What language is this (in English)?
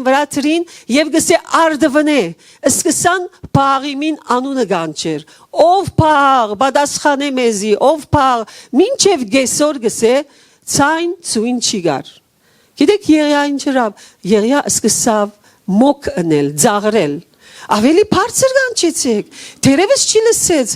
Western Armenian